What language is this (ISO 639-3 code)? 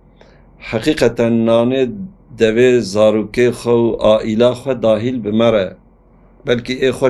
kur